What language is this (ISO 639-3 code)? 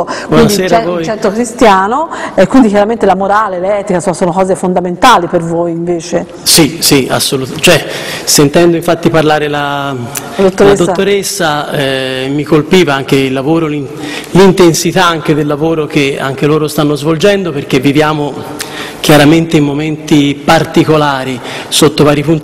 ita